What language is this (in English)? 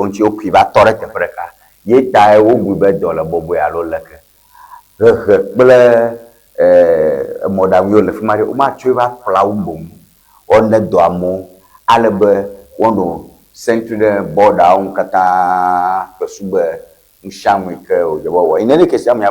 Ewe